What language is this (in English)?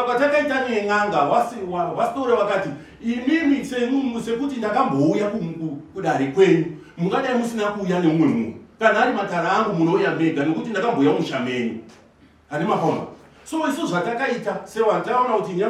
Shona